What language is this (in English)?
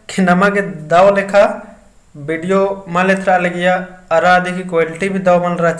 Kurukh